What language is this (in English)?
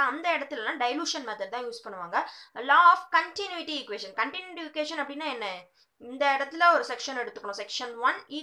Tamil